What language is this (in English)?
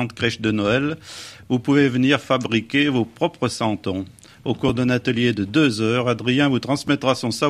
French